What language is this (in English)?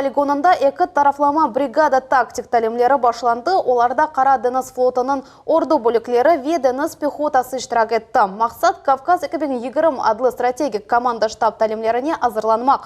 Crimean Tatar